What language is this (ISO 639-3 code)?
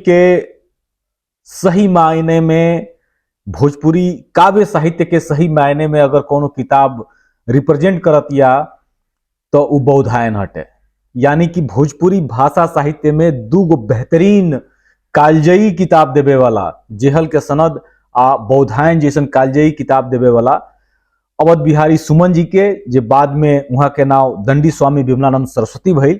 bho